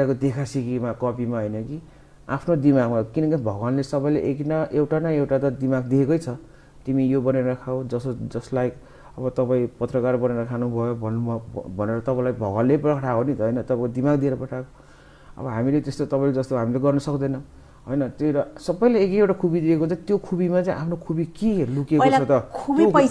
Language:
Nepali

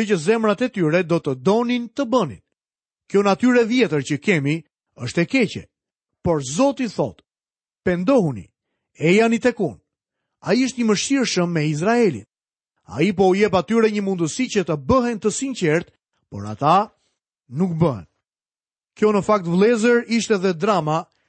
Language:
Albanian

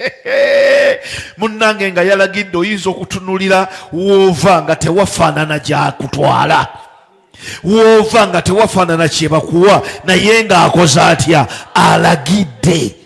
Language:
Ganda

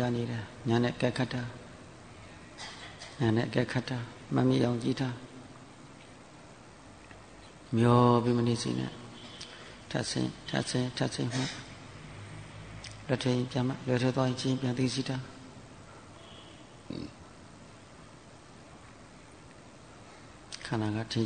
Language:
Burmese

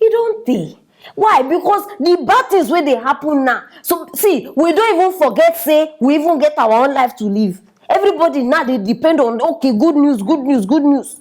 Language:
Nigerian Pidgin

